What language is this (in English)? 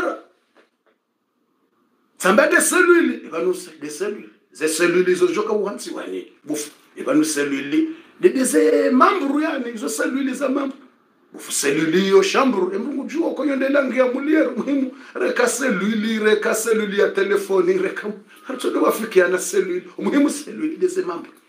Swahili